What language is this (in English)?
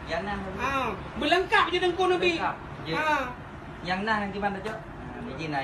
Achinese